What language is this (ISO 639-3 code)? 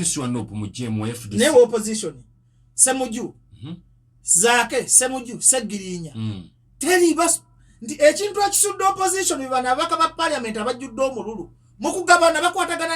lug